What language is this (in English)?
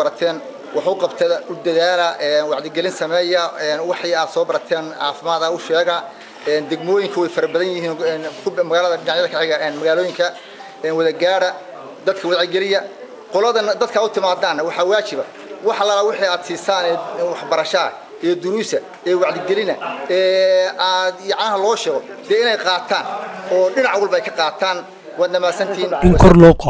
Somali